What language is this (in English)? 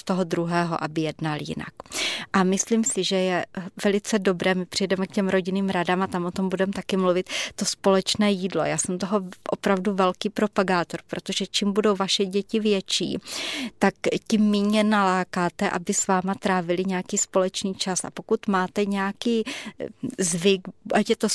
Czech